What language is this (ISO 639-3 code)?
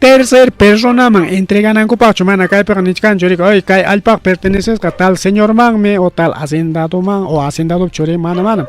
quy